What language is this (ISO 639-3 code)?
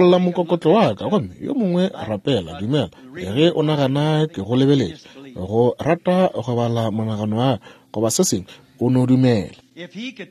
nso